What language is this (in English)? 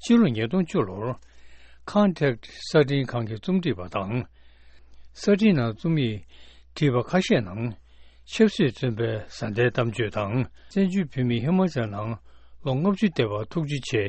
Tibetan